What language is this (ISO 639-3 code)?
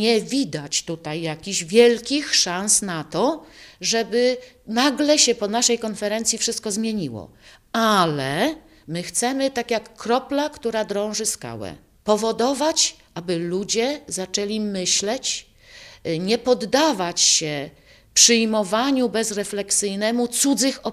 pol